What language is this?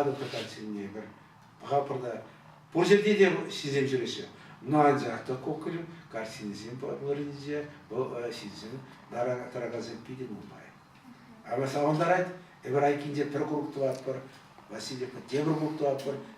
Chuvash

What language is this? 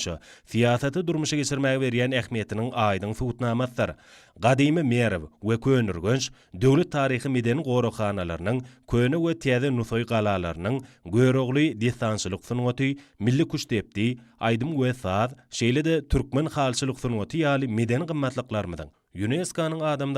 Turkmen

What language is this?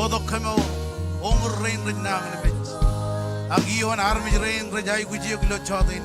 Marshallese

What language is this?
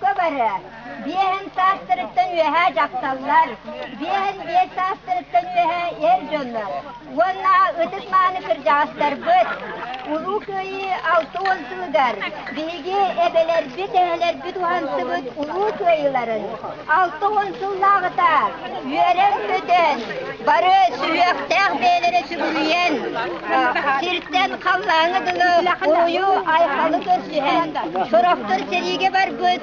Yakut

